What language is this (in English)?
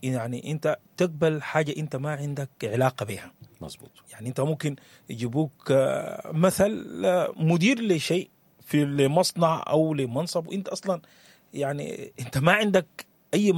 Sudanese Arabic